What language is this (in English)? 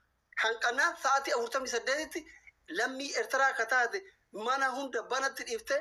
Oromo